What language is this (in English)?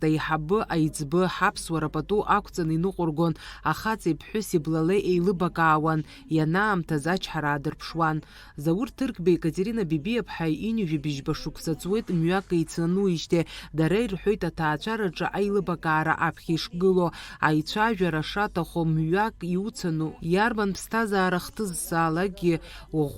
Abkhazian